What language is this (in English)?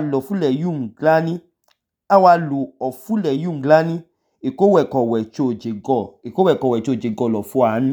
Idoma